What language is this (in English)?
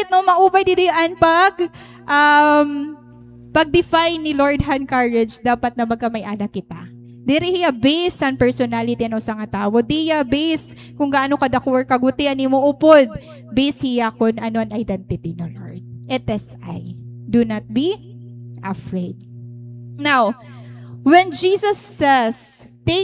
Waray